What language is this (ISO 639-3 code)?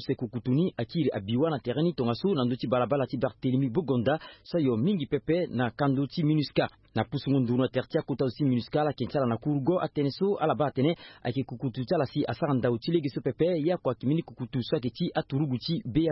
sag